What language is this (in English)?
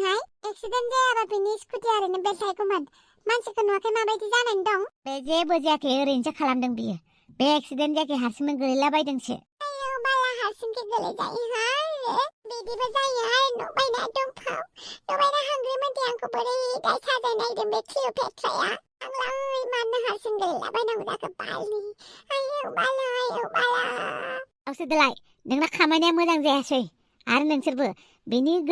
Bodo